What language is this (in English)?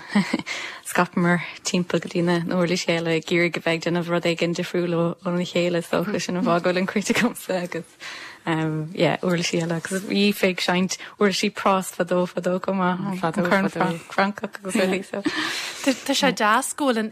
Irish